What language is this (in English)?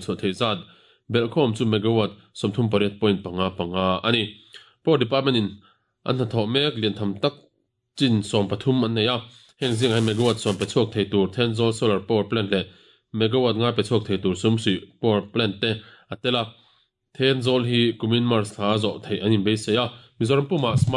Mizo